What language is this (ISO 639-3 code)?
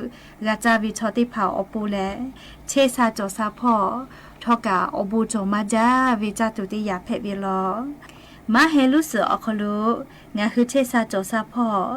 lhu